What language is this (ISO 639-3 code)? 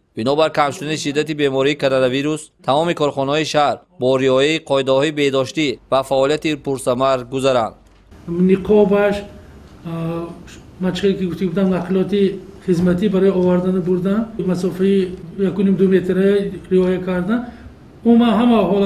tgk